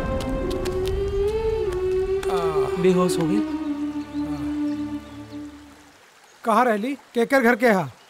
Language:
Bhojpuri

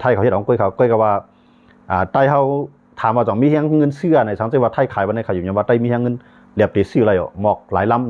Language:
Shan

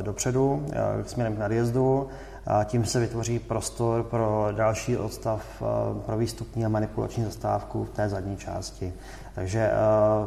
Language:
Czech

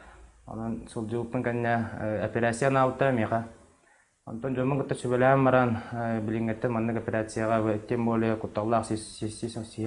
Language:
Yakut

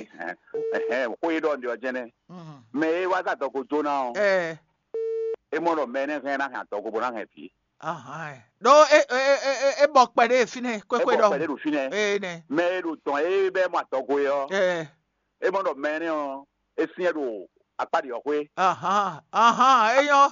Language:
Fon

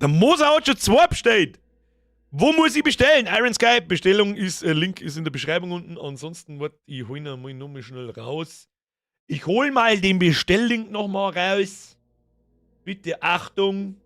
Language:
Bavarian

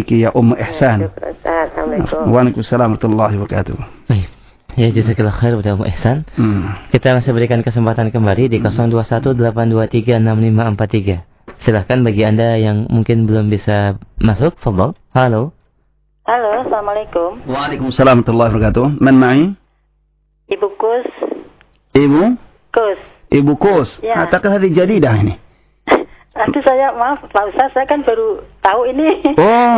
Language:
Indonesian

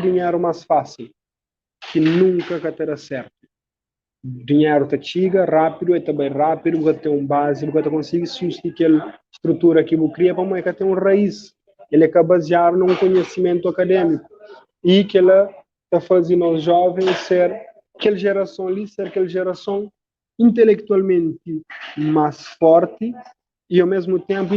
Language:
Kabuverdianu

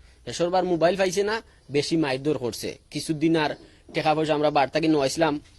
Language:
Sylheti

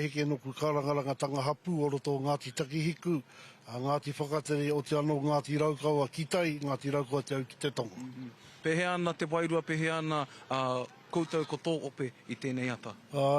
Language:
Māori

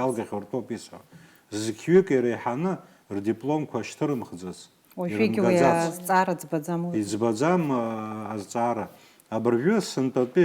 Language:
Abkhazian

